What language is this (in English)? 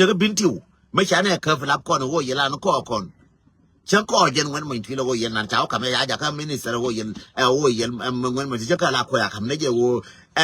Nuer